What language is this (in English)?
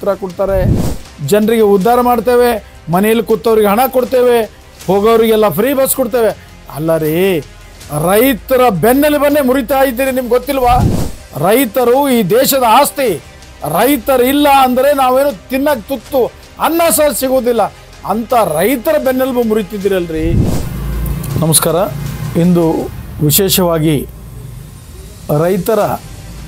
Kannada